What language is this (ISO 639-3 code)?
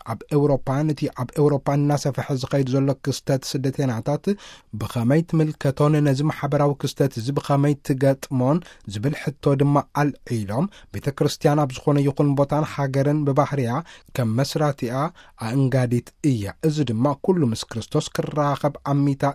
tir